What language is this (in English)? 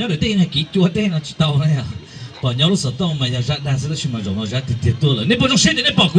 Hmong